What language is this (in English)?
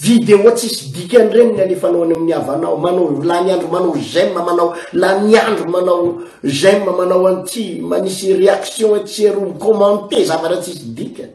Malagasy